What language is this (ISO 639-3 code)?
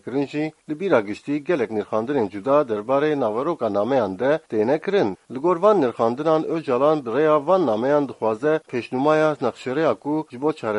kur